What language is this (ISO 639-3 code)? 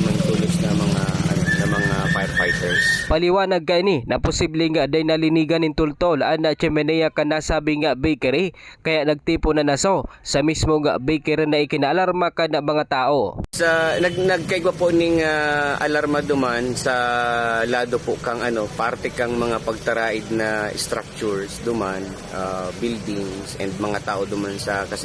bik